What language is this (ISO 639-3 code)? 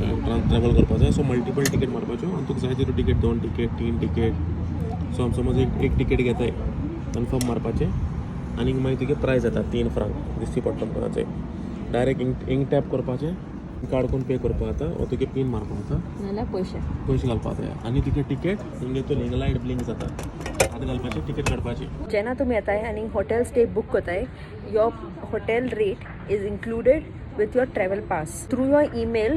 kok